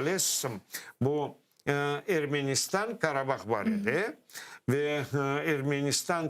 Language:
Crimean Tatar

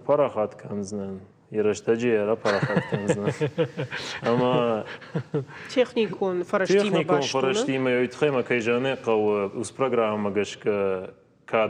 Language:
Ossetic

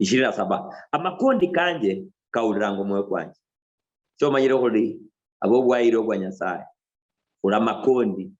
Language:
Luyia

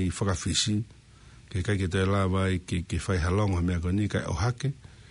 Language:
Tongan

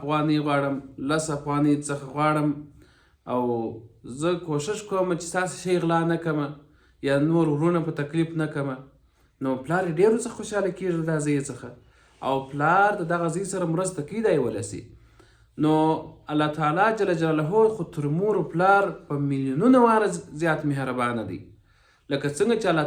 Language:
Pashto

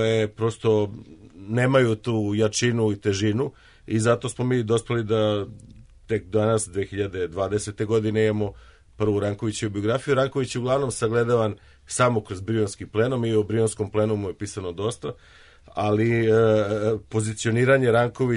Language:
Serbian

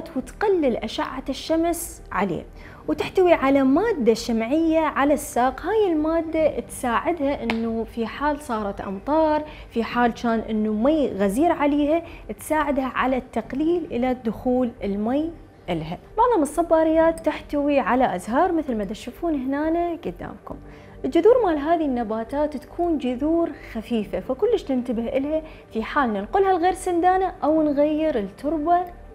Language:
Mesopotamian Arabic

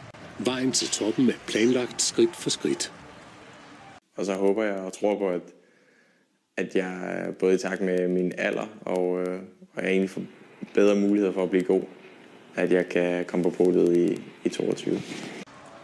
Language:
Danish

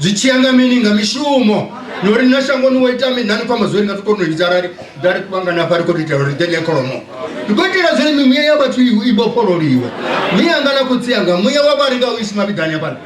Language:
Venda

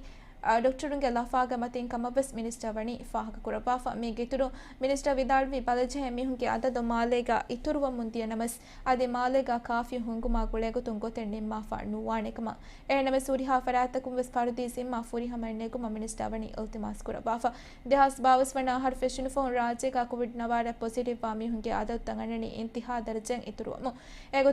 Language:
Divehi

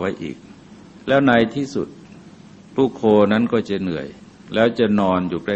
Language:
Thai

